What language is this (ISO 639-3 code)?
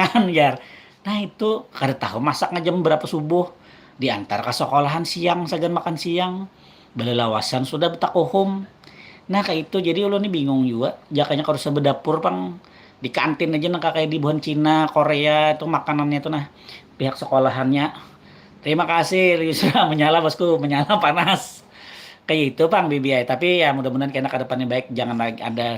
bjn